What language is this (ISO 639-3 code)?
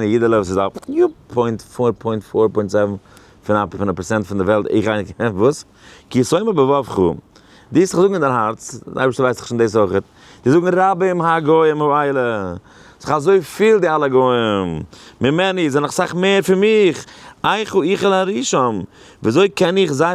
yid